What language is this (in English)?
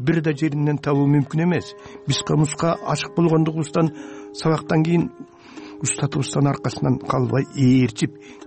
Kyrgyz